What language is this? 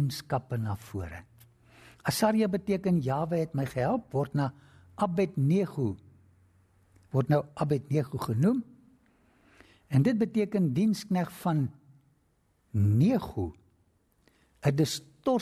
Afrikaans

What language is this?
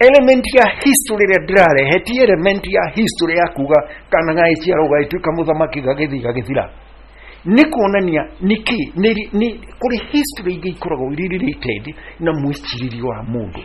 Kikuyu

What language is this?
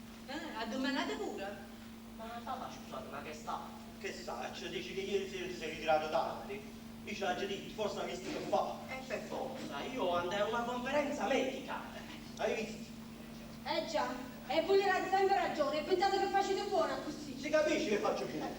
Neapolitan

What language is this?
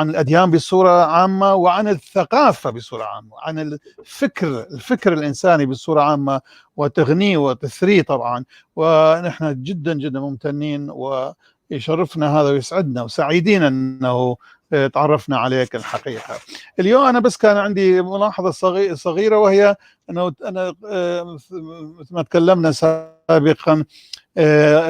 North Levantine Arabic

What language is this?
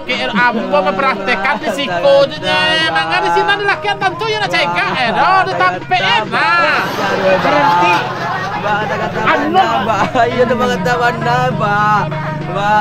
Minangkabau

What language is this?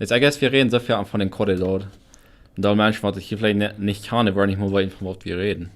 Plautdietsch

